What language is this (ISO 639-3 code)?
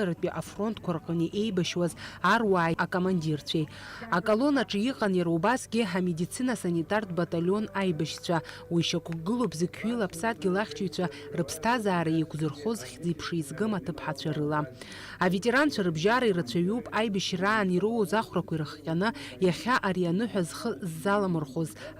abk